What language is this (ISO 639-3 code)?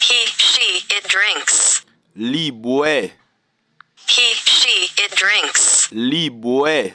hat